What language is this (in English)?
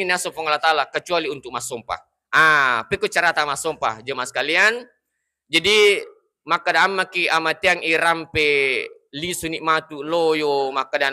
Buginese